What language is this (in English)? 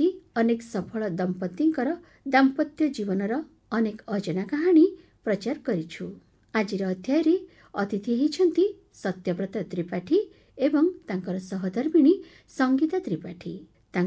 Odia